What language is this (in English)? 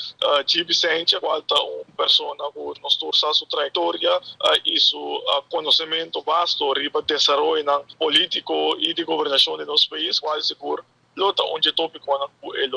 Papiamento